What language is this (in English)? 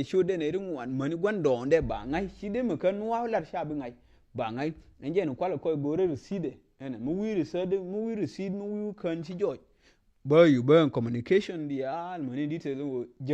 Nuer